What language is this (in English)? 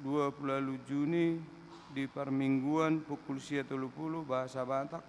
Batak Toba